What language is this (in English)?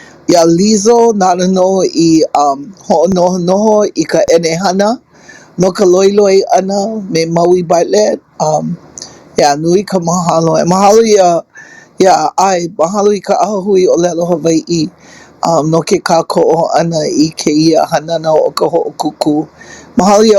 Hawaiian